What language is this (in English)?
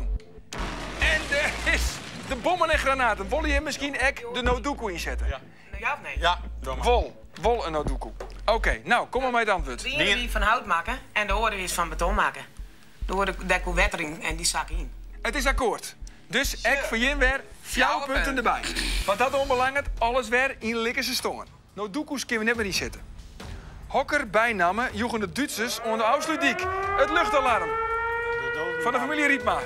Western Frisian